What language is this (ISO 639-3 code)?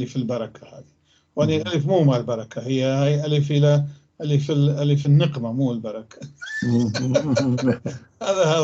apc